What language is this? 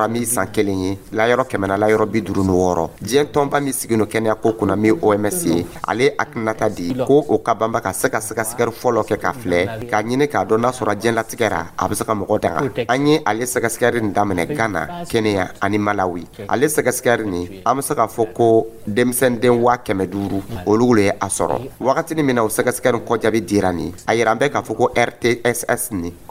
Dyula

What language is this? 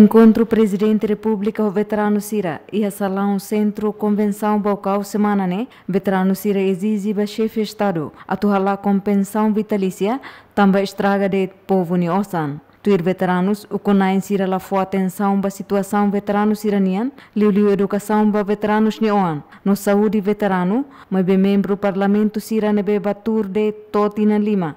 Tetum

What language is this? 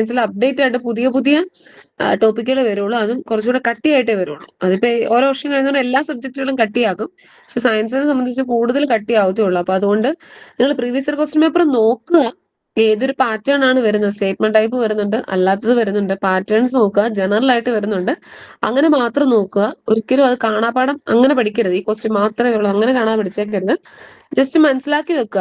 Malayalam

